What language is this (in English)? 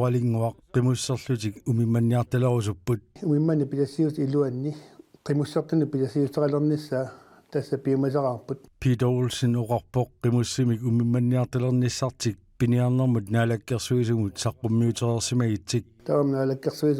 Kalaallisut